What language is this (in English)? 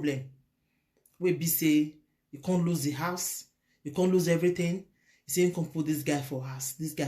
Nigerian Pidgin